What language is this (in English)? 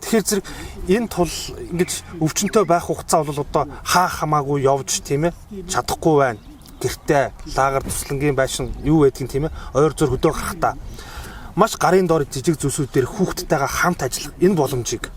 Mongolian